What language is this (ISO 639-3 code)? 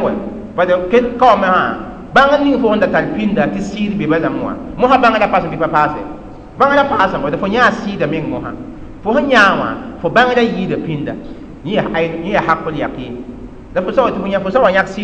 mos